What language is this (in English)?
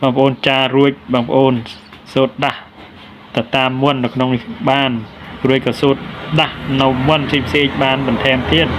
Khmer